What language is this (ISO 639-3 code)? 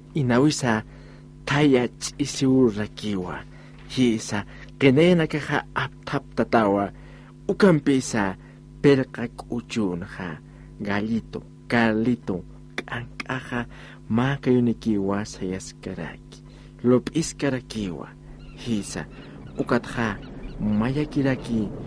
aym